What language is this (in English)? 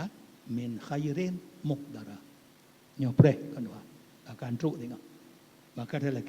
Achinese